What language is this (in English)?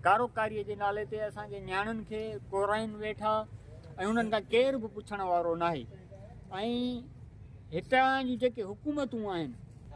Sindhi